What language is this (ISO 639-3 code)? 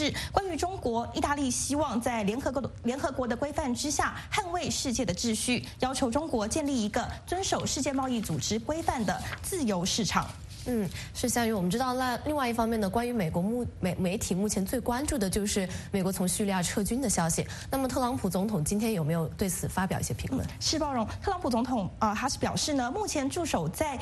zho